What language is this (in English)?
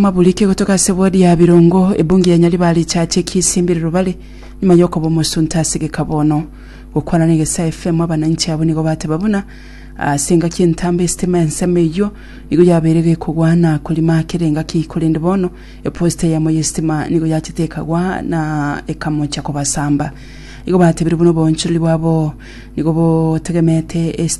Gusii